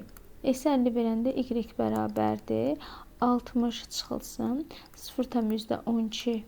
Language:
Azerbaijani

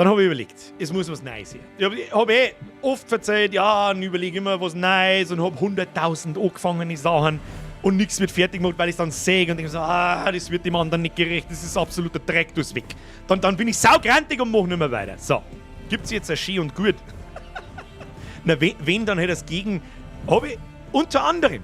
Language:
Bavarian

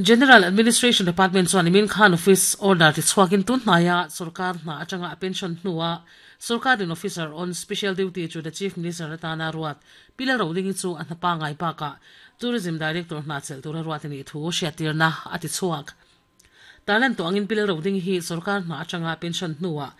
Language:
Mizo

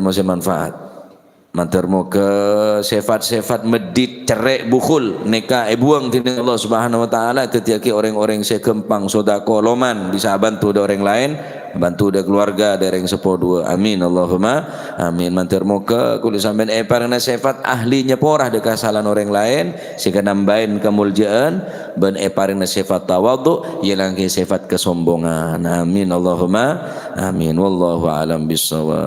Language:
Madurese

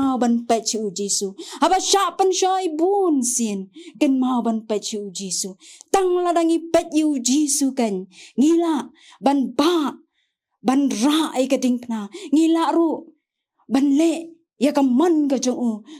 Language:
Khasi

